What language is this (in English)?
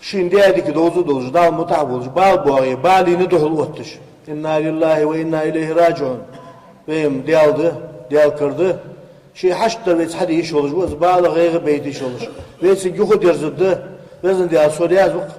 Ingush